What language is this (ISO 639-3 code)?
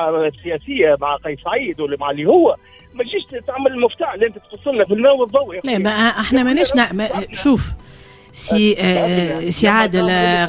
aeb